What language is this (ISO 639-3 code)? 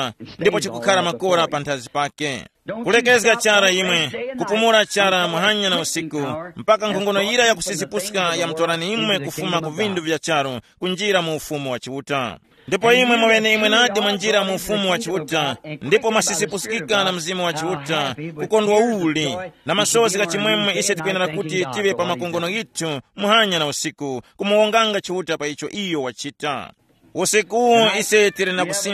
tum